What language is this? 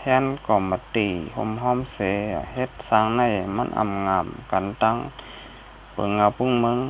Shan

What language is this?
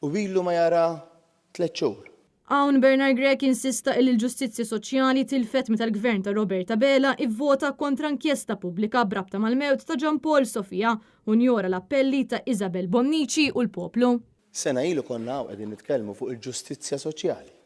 Maltese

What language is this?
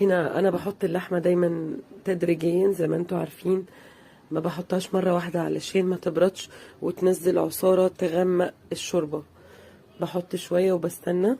Egyptian Arabic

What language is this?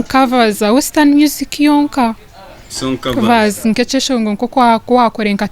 Nyankole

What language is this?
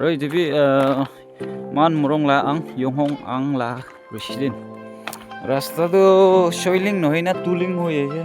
Naga Pidgin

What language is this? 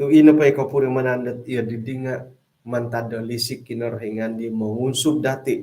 Central Dusun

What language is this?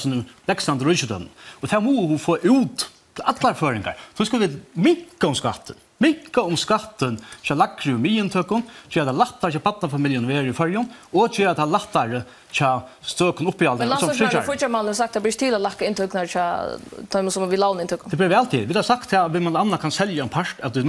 Faroese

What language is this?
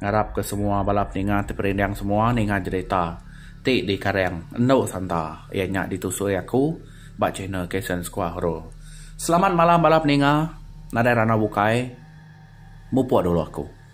Iban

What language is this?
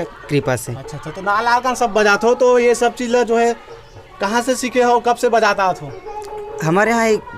Chhattisgarhi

